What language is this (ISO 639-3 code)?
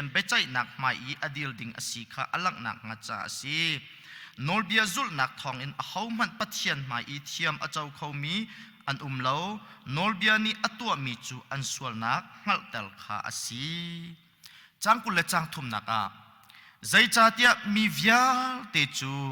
cnh